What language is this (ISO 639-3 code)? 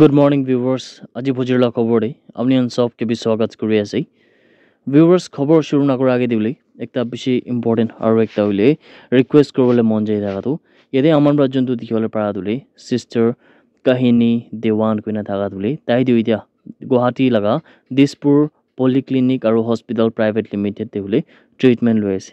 nag